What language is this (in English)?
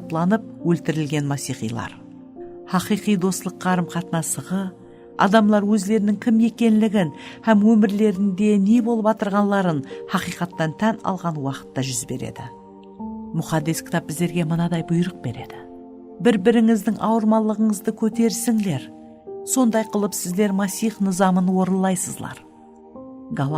Kara-Kalpak